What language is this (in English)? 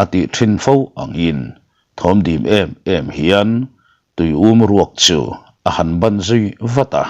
Mizo